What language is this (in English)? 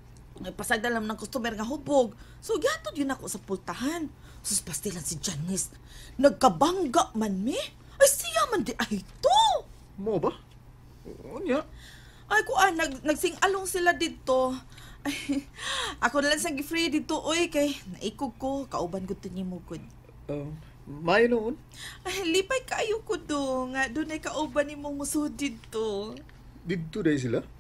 Cebuano